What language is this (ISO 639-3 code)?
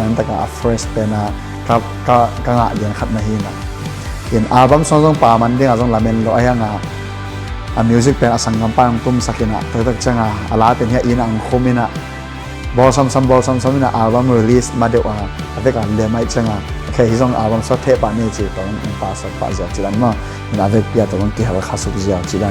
ctd